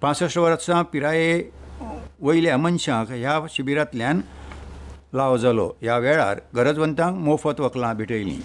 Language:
Konkani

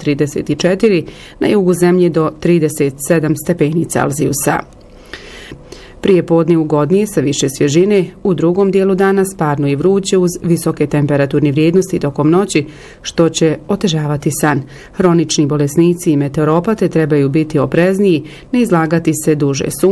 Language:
Bosnian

